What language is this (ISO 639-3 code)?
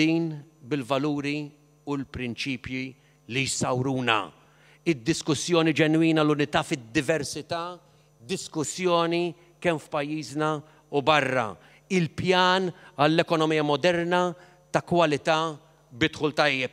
mlt